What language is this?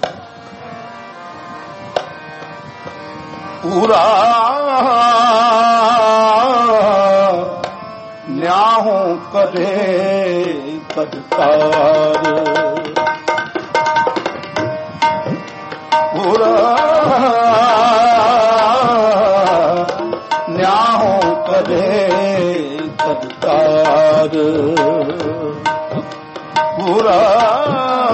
Punjabi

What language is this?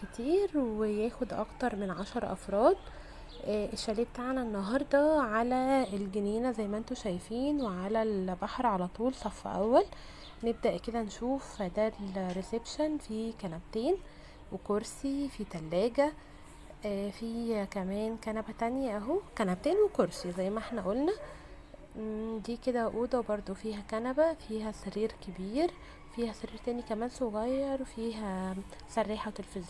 Egyptian Arabic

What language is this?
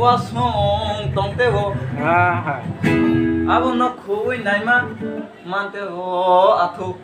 Kok Borok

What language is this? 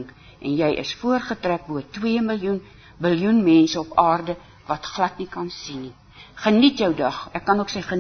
Afrikaans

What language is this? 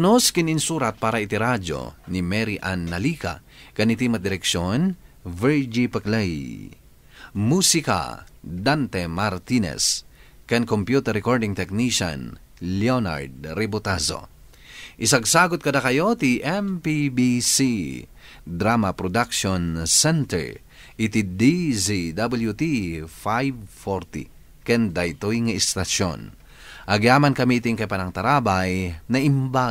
Iloko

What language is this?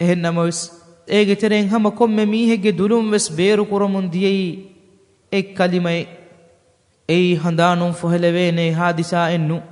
Divehi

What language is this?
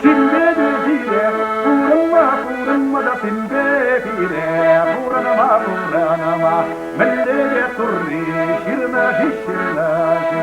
Chuvash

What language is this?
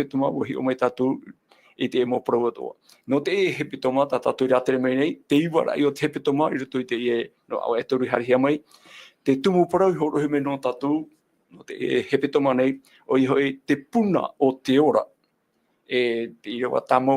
Tahitian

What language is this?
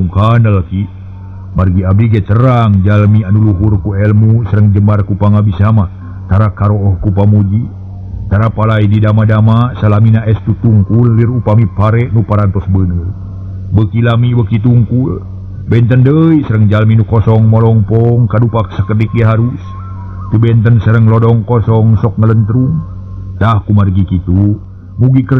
Sundanese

